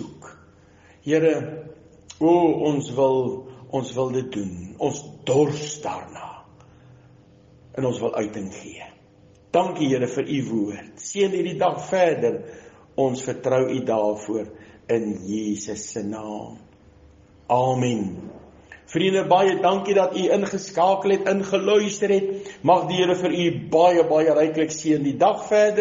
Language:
Afrikaans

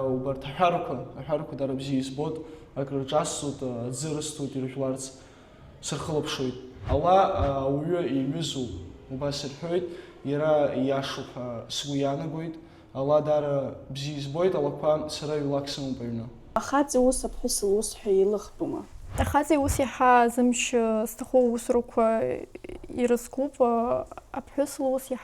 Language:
Abkhazian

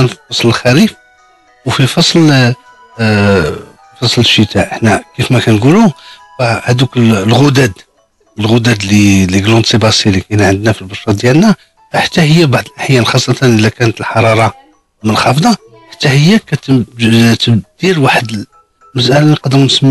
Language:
Moroccan Arabic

